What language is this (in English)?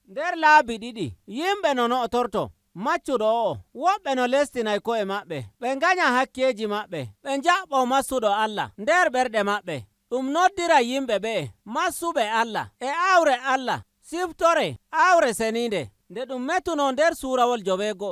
Nigerian Fulfulde